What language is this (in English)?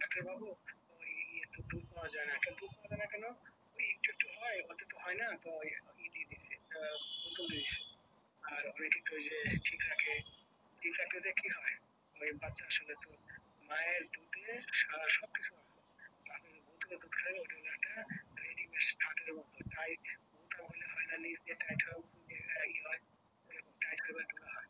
Bangla